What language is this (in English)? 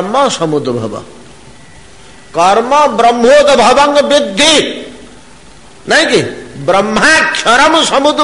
Odia